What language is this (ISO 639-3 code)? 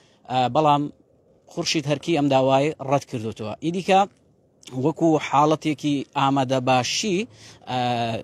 ckb